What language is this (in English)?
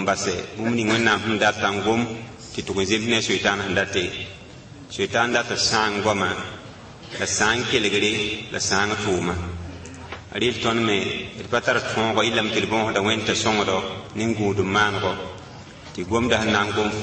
Mossi